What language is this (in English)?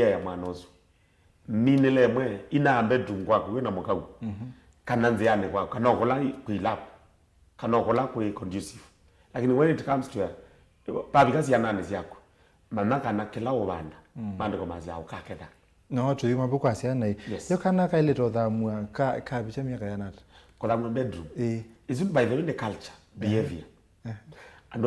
Kamba